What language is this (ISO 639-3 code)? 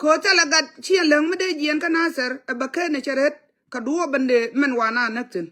nus